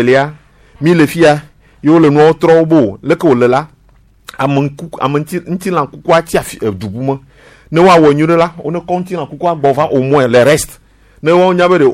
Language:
Gen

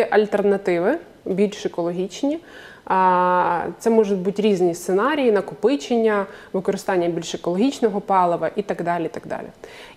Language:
Ukrainian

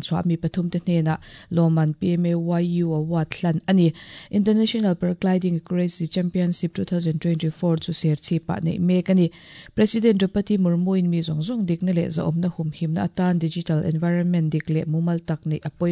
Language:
Mizo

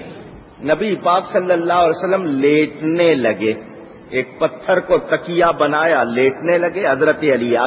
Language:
Urdu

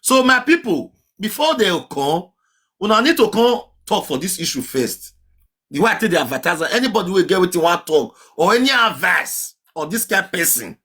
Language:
Nigerian Pidgin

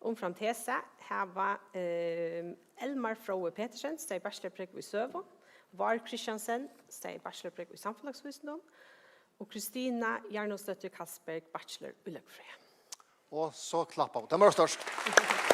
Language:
Faroese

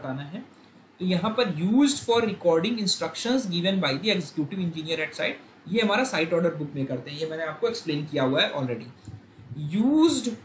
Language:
Hindi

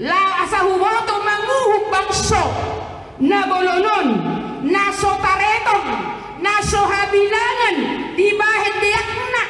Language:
Batak Toba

